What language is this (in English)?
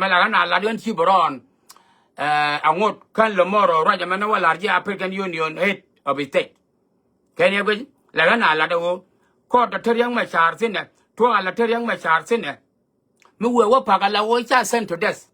Nuer